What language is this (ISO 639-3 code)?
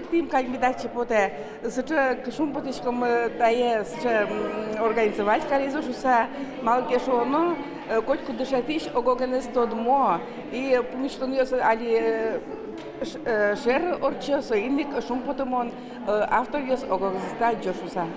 udm